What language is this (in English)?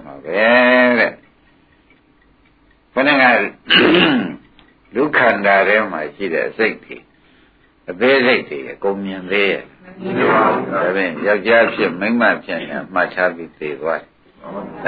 Burmese